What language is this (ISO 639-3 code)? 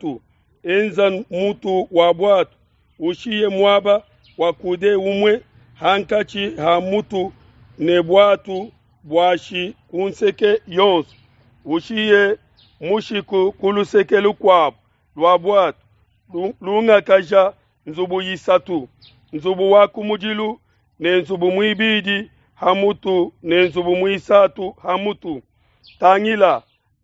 lua